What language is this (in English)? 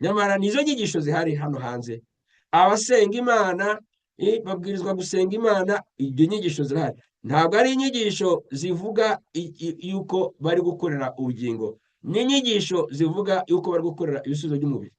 Kinyarwanda